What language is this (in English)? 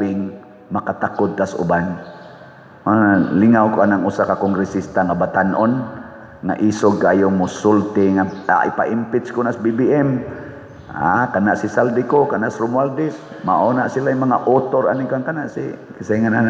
Cebuano